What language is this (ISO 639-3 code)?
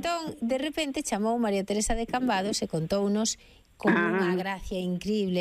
glg